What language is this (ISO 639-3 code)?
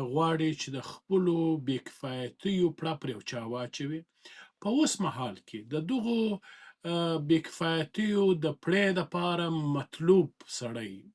pus